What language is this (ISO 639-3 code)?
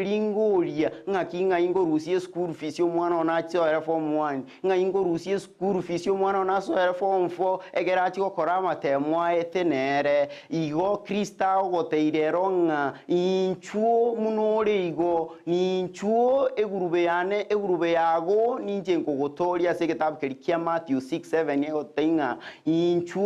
guz